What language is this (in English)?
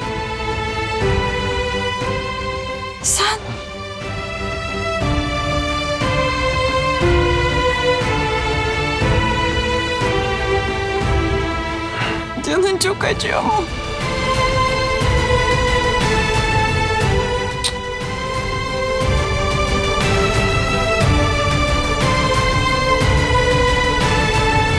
Turkish